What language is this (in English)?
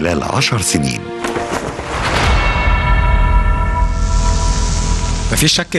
Egyptian Arabic